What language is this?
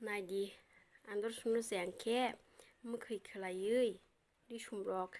Kok Borok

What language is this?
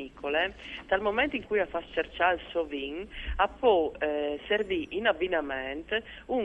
Friulian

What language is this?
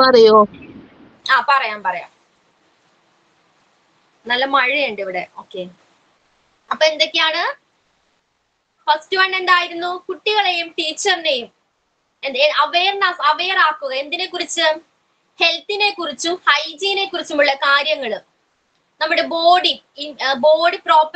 Malayalam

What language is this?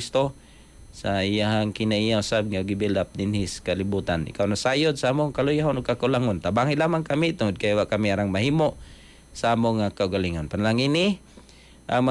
Cebuano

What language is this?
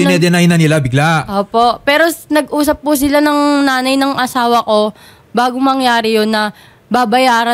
Filipino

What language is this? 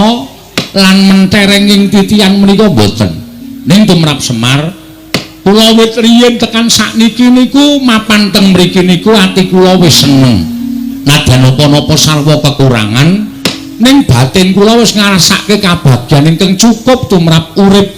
Javanese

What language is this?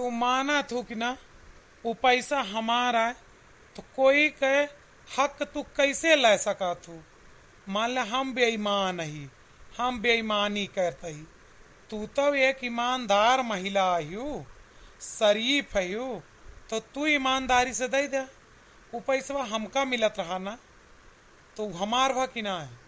Awadhi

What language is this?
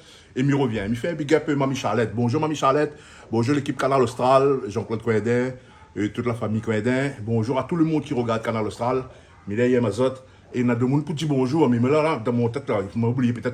Réunion Creole French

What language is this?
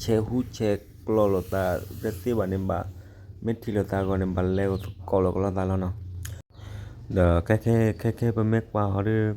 S'gaw Karen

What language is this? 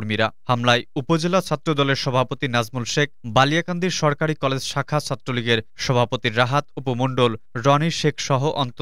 Bangla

